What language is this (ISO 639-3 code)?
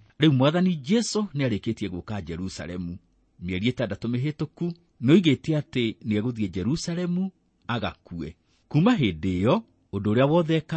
kik